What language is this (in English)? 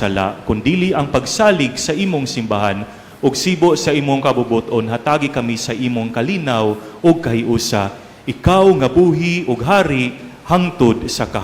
Cebuano